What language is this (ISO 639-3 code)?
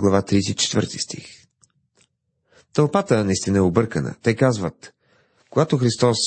bul